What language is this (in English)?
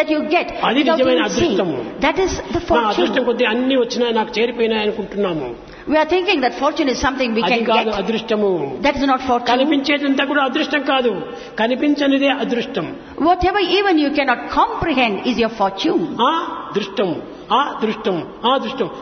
Telugu